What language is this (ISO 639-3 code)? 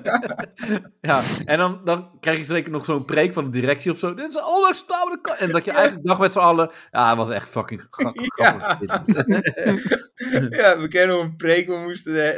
nld